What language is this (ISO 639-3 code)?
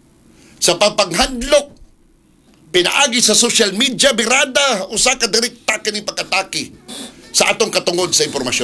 ceb